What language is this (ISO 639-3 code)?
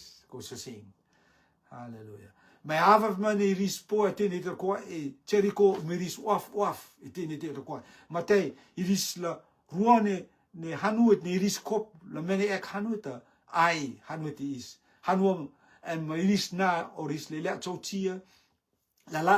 rtm